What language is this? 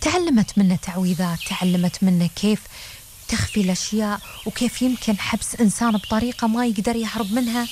Gulf Arabic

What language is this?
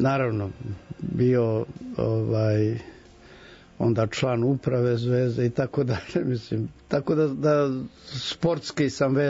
Serbian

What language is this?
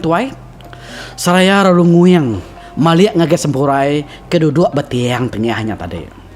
Iban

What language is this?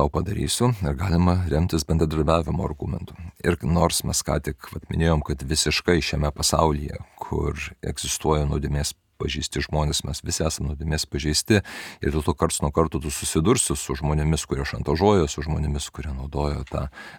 Lithuanian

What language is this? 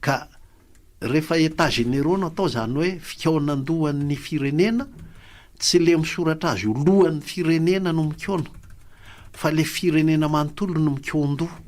Malagasy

